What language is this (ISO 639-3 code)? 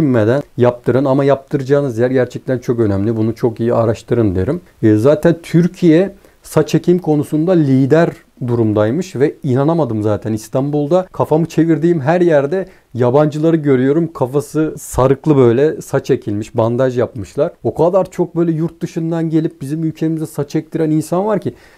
tur